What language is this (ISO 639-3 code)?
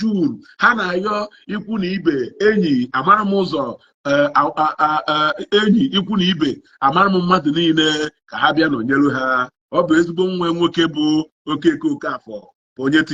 ibo